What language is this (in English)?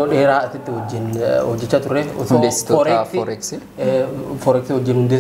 Oromo